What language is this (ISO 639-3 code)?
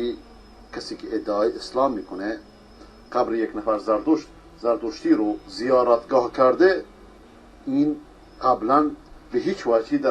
fas